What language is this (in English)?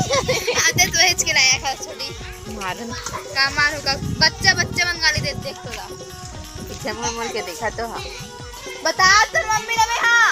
Chhattisgarhi